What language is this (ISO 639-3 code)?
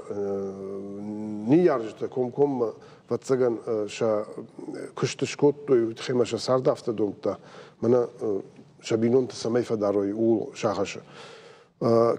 oss